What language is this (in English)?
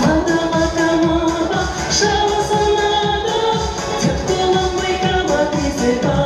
Chuvash